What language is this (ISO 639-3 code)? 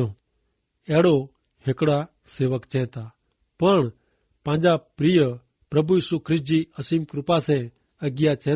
kfr